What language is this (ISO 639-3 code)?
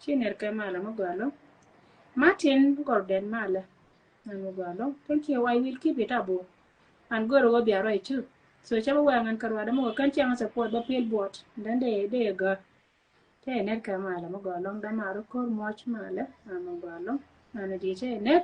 nus